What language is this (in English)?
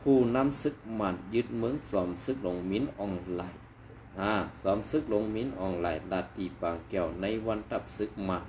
Shan